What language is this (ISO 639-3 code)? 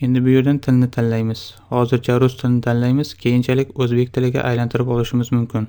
uzb